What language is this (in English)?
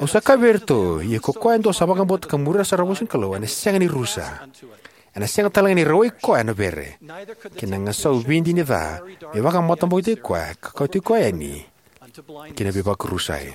Fijian